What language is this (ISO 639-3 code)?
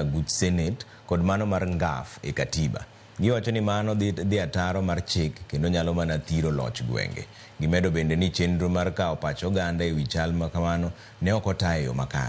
luo